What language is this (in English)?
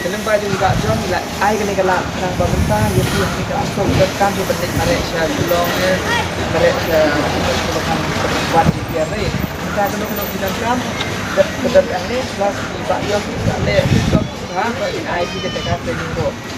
Khasi